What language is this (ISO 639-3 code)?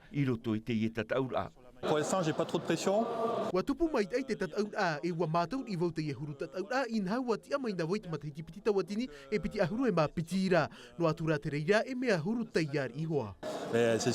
tah